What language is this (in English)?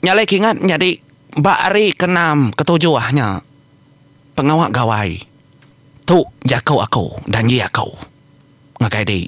Iban